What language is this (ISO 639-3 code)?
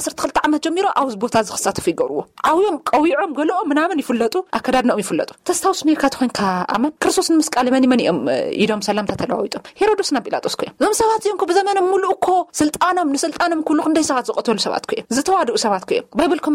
tir